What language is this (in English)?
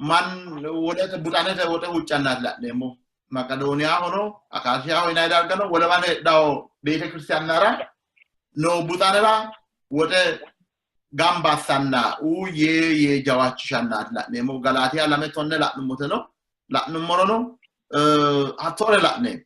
Sidamo